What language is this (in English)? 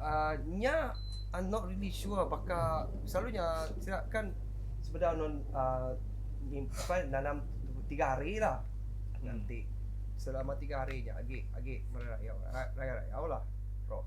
Iban